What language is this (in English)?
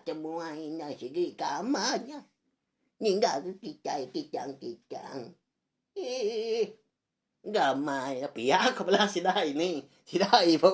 Iban